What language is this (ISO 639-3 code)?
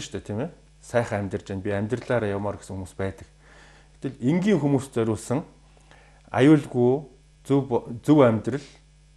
mon